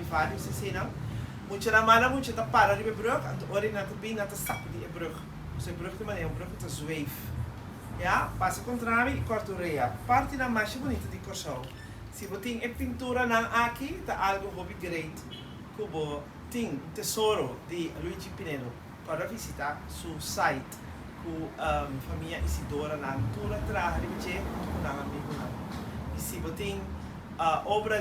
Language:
Papiamento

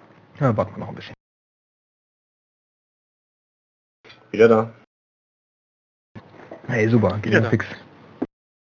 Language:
German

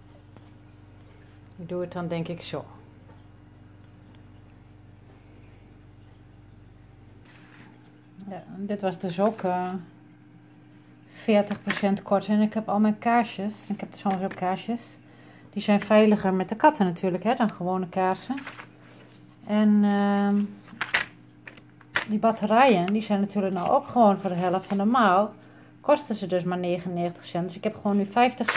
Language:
Dutch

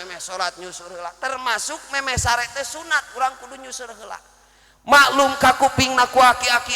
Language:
Sundanese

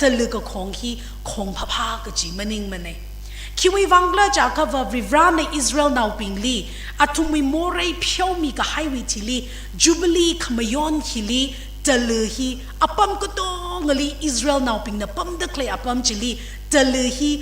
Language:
Tangkhul Naga (India)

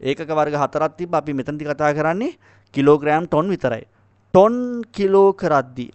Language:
Sinhala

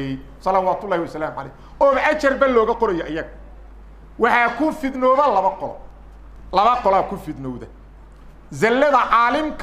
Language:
Somali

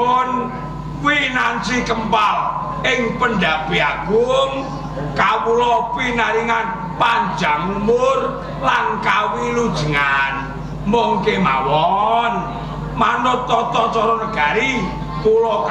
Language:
Javanese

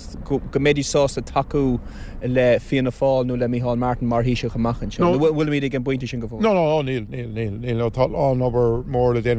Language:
Irish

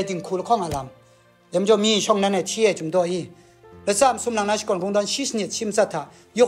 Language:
Kachin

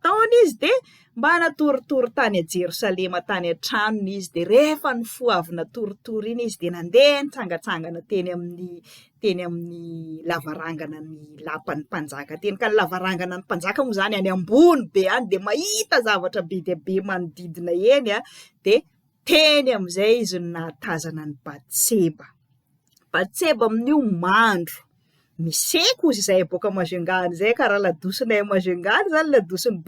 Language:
Malagasy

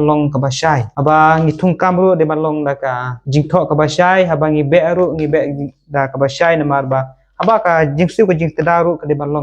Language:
Khasi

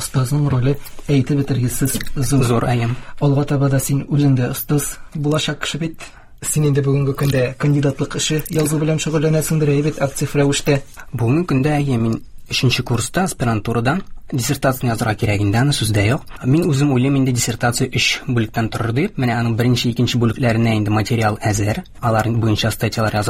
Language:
Tatar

